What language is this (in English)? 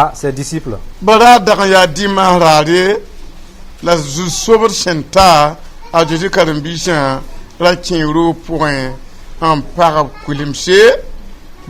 Mossi